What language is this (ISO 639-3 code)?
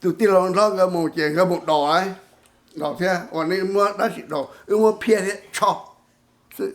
hmn